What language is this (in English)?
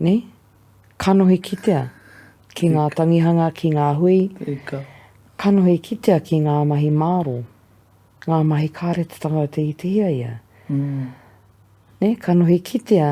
Māori